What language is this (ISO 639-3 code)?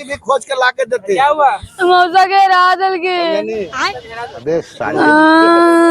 mag